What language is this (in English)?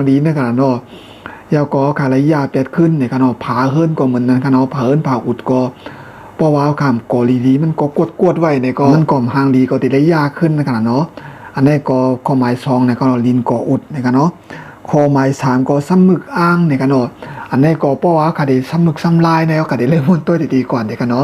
Shan